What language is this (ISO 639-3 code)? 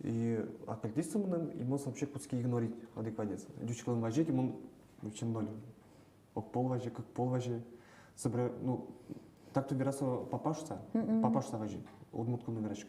udm